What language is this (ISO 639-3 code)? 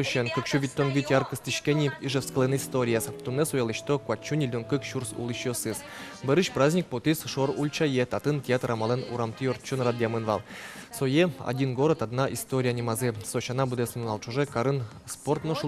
udm